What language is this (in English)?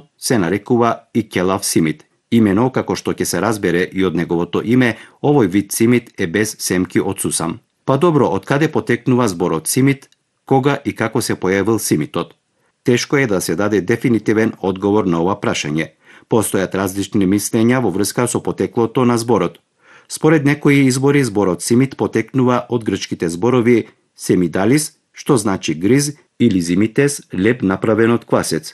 Macedonian